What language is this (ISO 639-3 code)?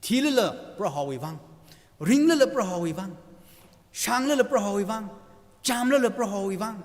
nmf